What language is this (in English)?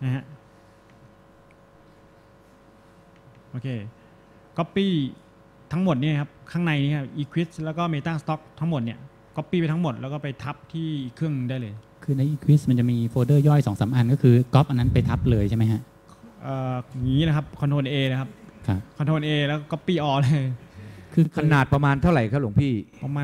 Thai